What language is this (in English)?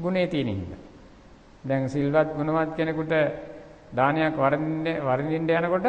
Sinhala